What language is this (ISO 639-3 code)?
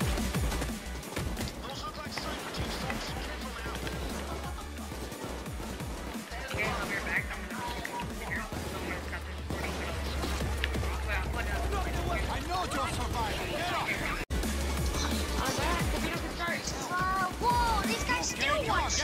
eng